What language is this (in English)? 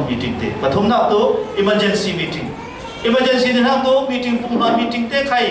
Falam Chin